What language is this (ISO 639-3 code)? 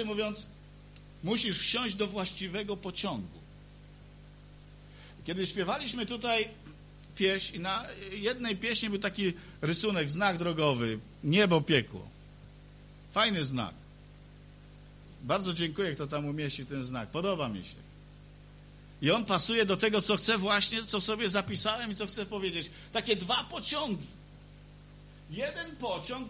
pol